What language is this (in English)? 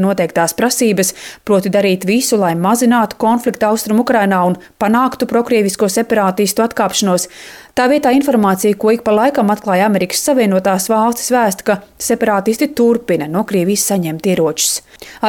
Latvian